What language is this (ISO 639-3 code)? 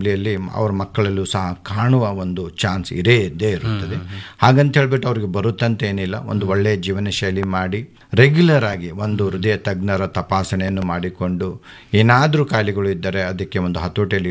kan